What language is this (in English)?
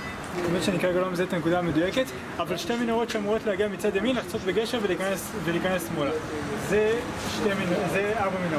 Hebrew